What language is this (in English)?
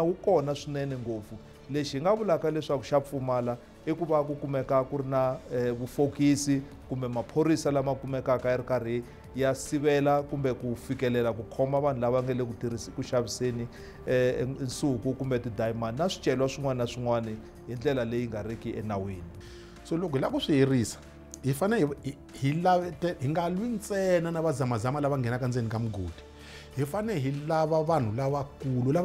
Tsonga